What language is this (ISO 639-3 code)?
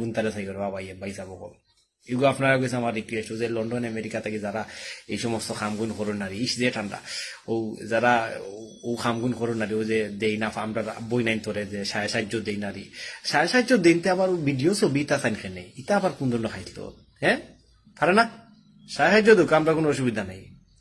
syl